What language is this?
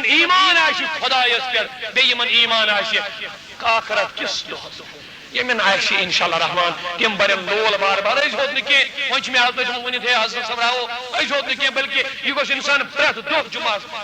Kashmiri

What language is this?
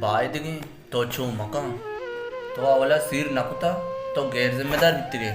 Baluchi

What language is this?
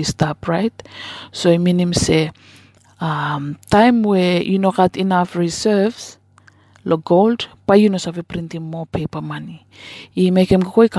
Bislama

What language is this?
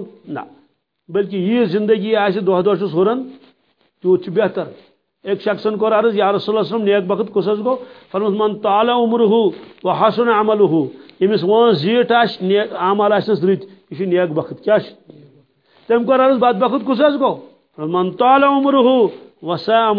Kashmiri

